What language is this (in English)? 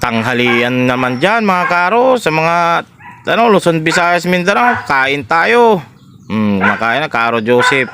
Pangasinan